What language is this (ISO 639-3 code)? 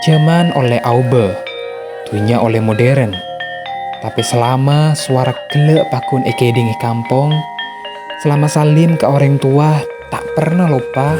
mad